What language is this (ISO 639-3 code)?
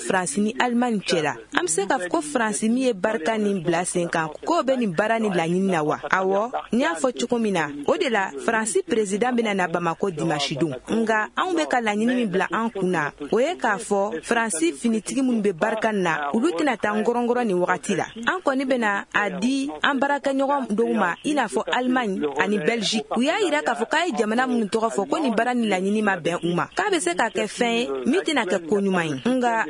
bam